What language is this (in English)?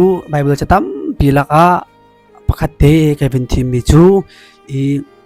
Hakha Chin